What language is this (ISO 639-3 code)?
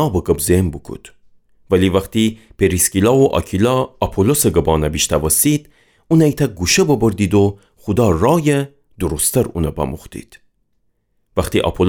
glk